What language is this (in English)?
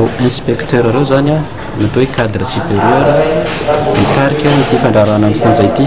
Malagasy